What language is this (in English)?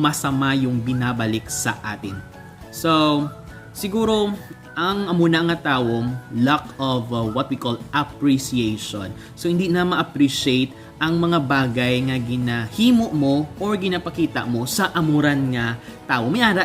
Hiligaynon